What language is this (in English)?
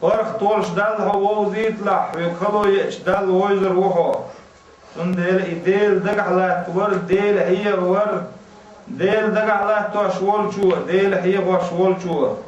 Chechen